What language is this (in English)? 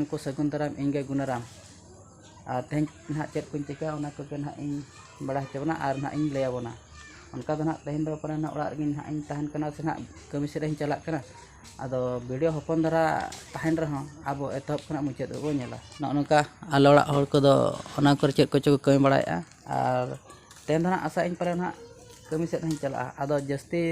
Santali